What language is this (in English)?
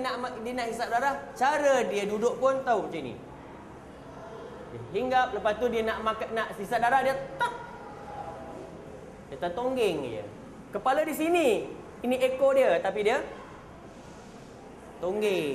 Malay